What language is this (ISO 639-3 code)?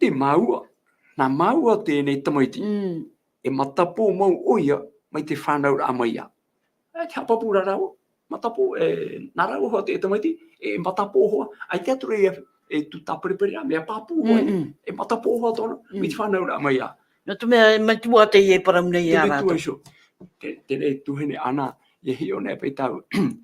tah